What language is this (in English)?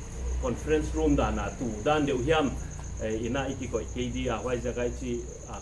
Paite Chin